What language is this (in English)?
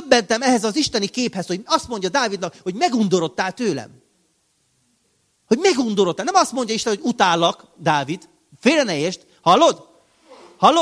Hungarian